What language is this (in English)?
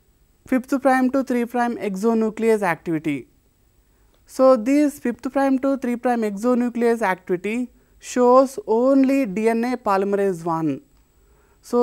English